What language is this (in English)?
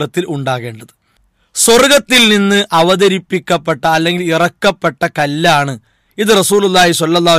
Malayalam